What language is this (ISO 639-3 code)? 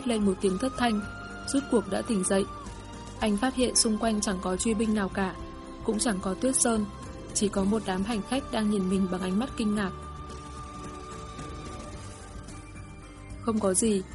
vie